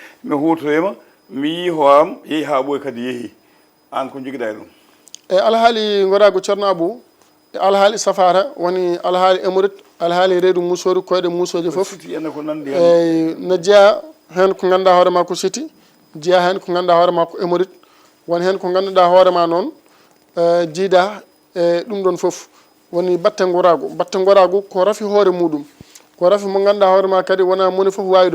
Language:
Fula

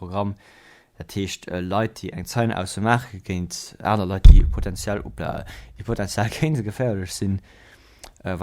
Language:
Luxembourgish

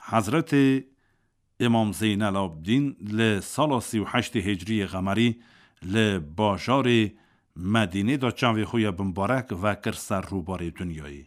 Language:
Kurdish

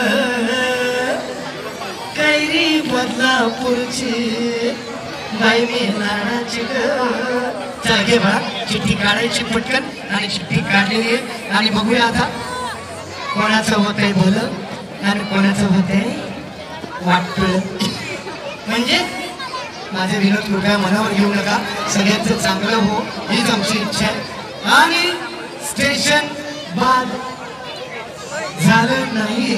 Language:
Marathi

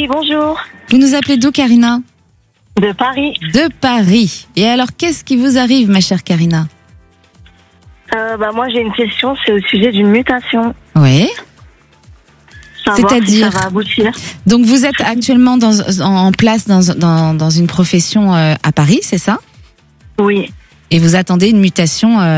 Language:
French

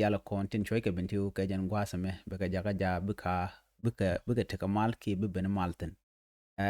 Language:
Nuer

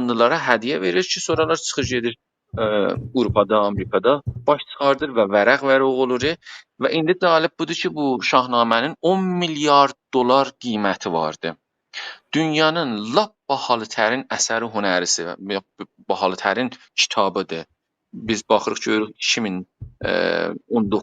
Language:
South Azerbaijani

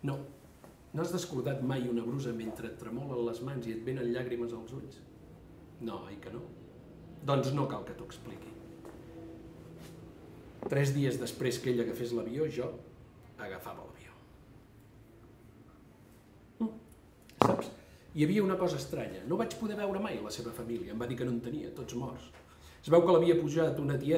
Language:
Catalan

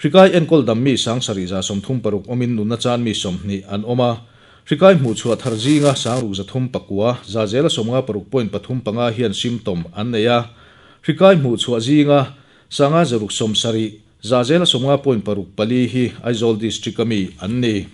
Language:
Mizo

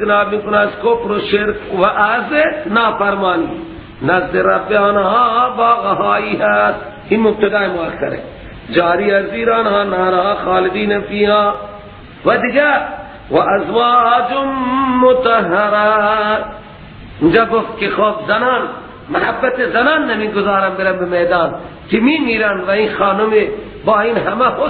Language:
Persian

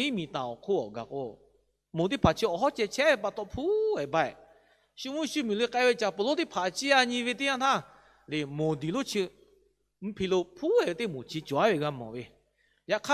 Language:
Lahu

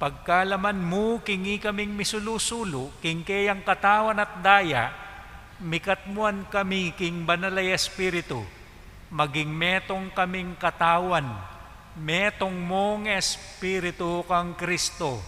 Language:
Pampanga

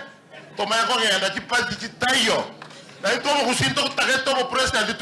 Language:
Gusii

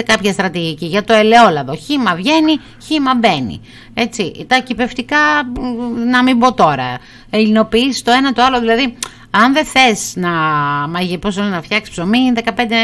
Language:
Greek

